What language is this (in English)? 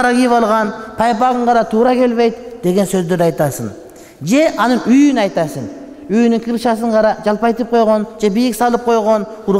Kyrgyz